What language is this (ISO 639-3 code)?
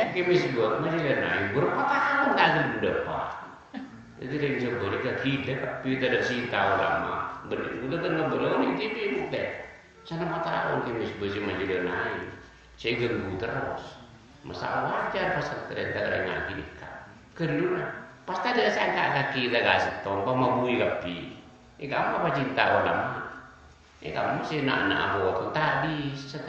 mad